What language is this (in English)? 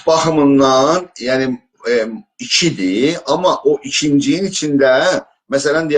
South Azerbaijani